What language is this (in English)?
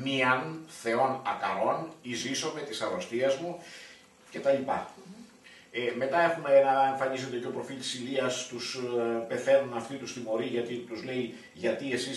Greek